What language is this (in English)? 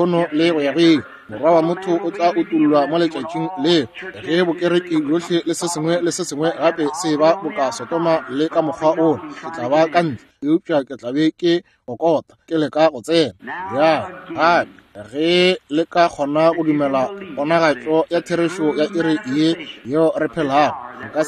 Northern Sotho